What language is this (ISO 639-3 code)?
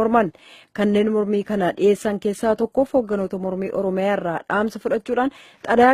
orm